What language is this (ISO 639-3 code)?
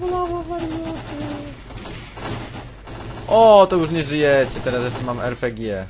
pol